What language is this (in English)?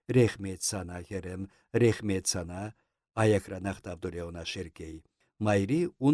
Chuvash